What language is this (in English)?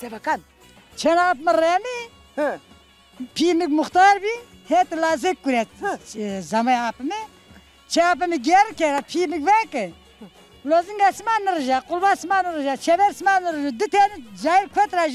Zaza